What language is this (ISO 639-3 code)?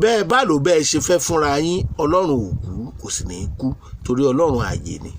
yor